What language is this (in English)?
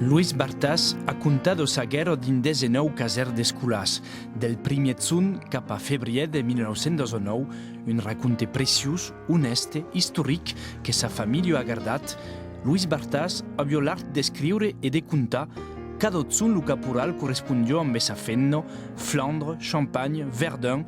Occitan